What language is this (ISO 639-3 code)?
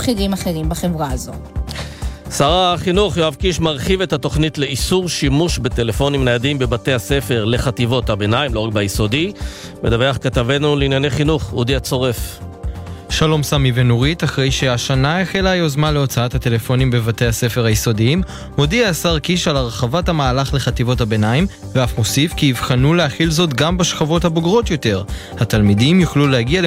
heb